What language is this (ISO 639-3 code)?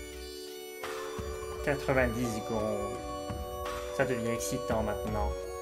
fra